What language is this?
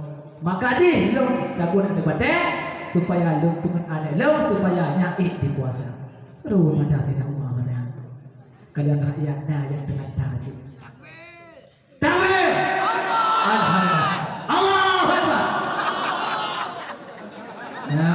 Malay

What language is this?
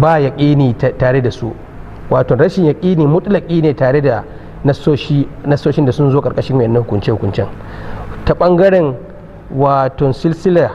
Hausa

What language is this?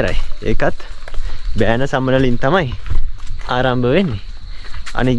Sinhala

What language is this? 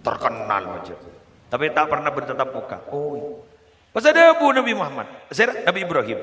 Madurese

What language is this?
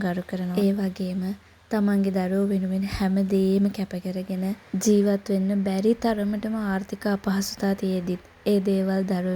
Sinhala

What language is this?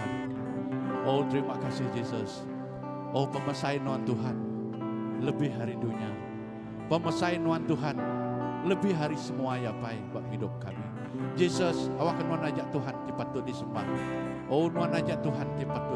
Iban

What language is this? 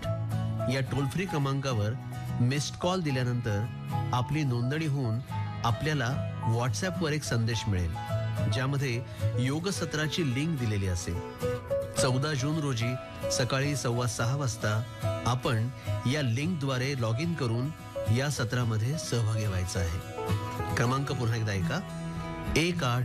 Marathi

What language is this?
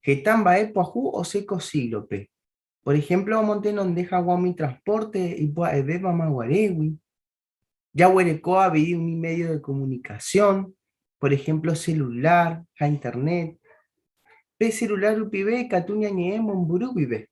Guarani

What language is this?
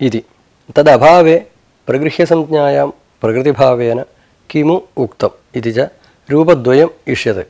Sanskrit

